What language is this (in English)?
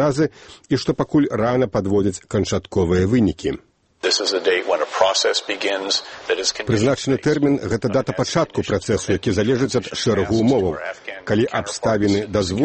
Belarusian